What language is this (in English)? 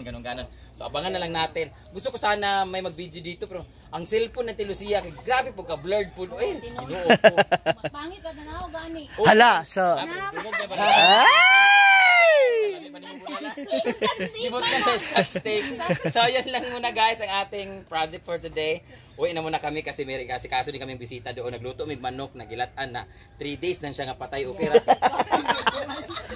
Filipino